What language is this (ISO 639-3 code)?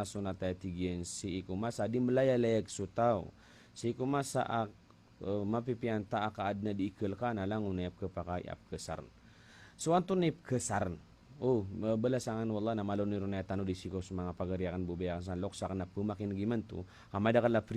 mrw